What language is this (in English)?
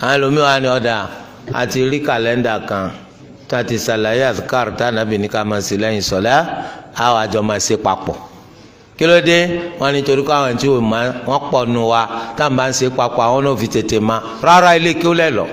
Yoruba